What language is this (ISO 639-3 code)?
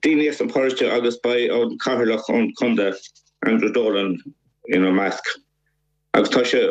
gle